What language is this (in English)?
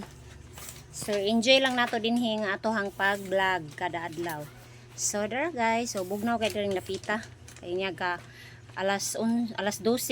Cebuano